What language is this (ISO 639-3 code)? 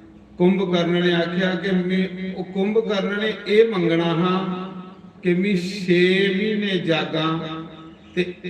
doi